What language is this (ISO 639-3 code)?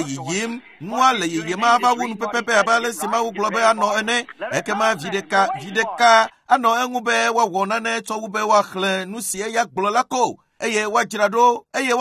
ewe